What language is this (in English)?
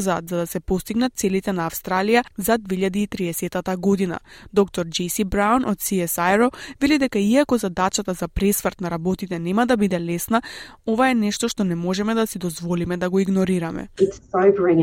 Macedonian